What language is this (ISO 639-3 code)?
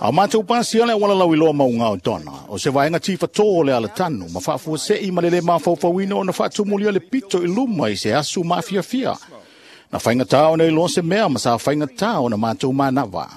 smo